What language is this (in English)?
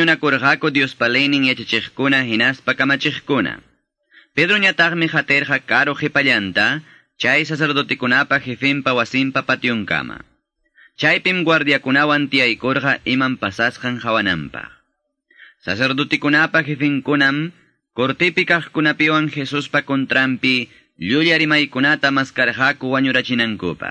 Quechua